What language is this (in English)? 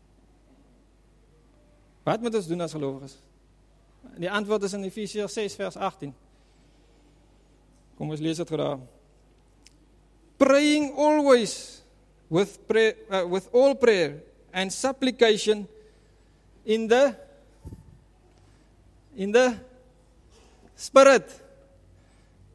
Afrikaans